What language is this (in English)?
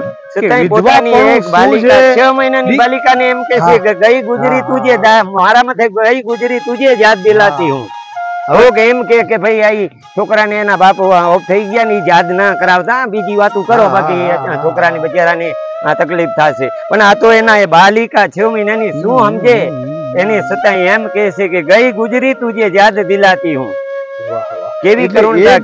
Gujarati